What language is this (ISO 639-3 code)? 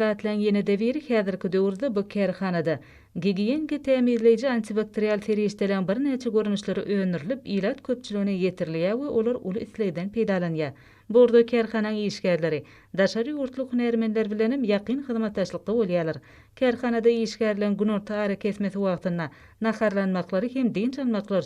tuk